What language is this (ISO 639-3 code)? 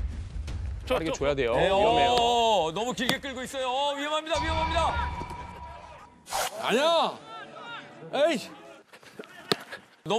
kor